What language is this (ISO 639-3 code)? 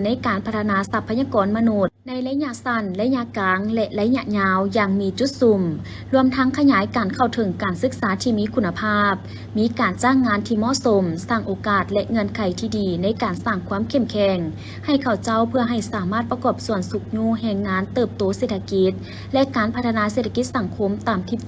lao